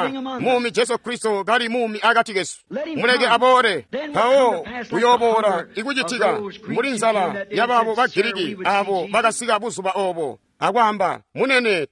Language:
Tonga (Zambia)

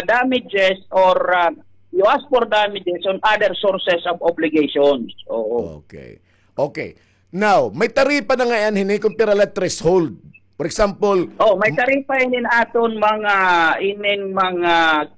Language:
Waray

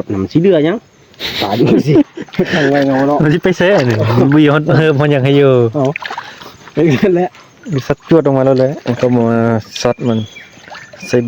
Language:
Northeastern Thai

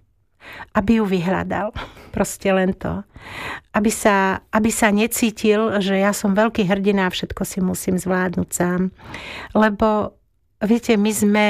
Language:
Slovak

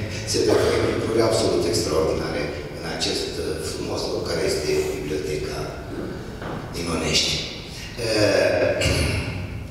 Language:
Romanian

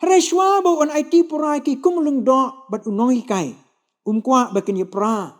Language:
Khasi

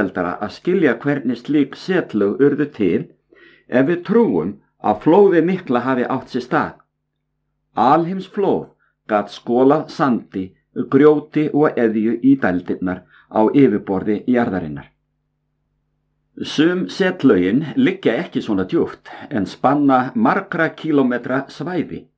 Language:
Icelandic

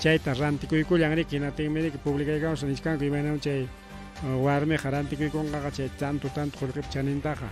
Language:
Ayacucho Quechua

